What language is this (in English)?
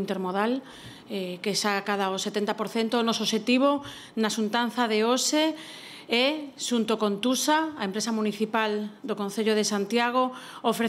Galician